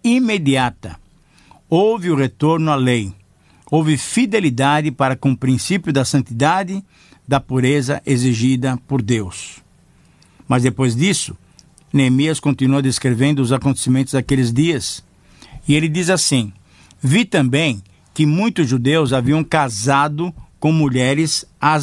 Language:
Portuguese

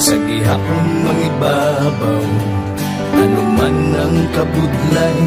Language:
Hiligaynon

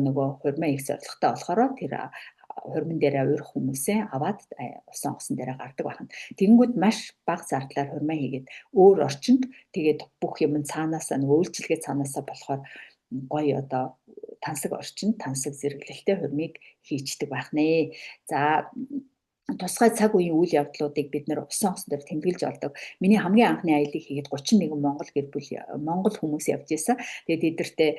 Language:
Mongolian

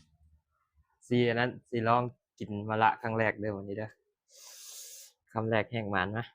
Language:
Lao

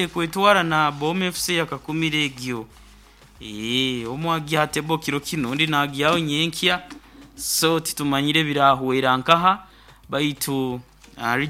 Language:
Nyoro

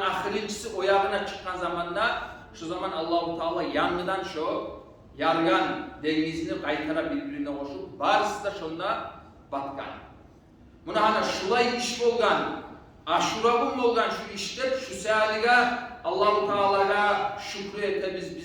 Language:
Kumyk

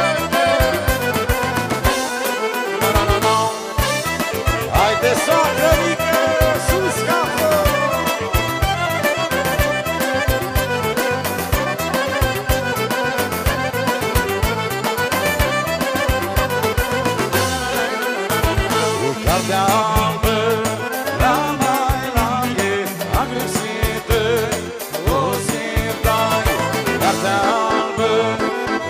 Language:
Romanian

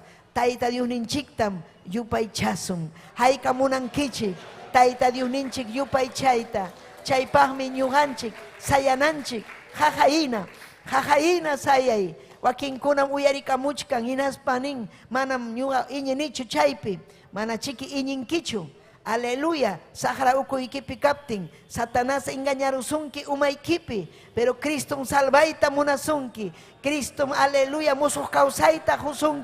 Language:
Ayacucho Quechua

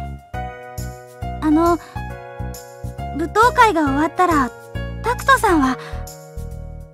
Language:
Japanese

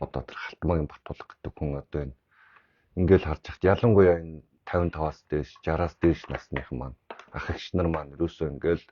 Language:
Mongolian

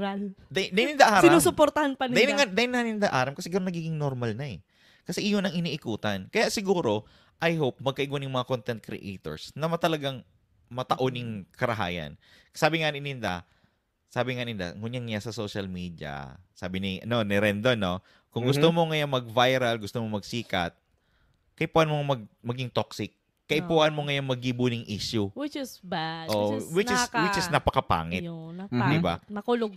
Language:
Bikol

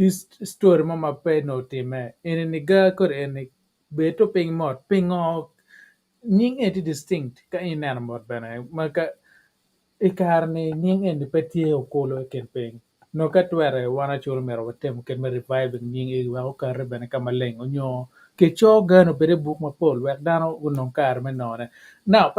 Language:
Acoli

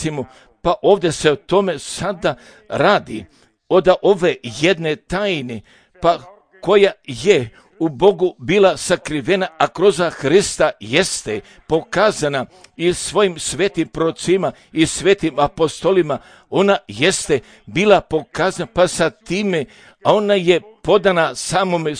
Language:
Serbian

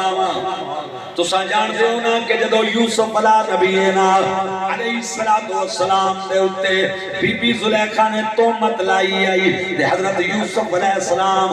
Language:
Saraiki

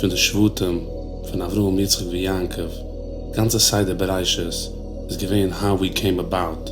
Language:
Yiddish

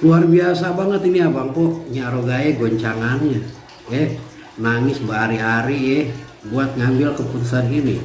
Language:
Betawi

